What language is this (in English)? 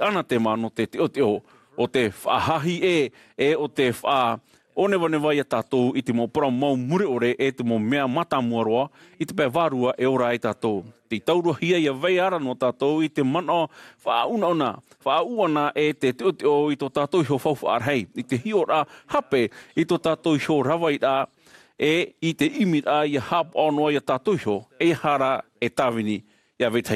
Tahitian